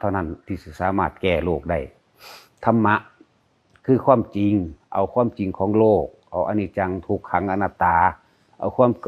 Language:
Lao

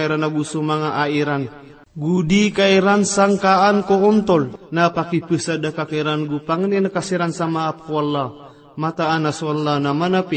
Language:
Maranao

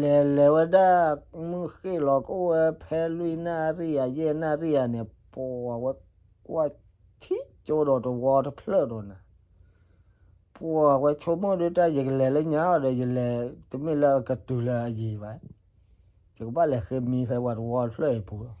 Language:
S'gaw Karen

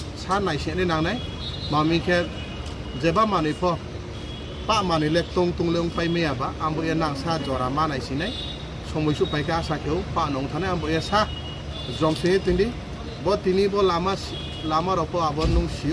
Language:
Riang (India)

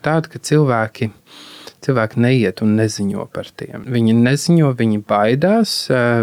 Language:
Latvian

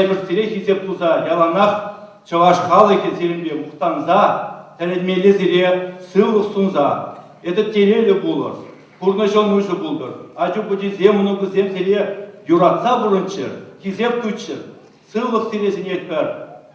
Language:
Chuvash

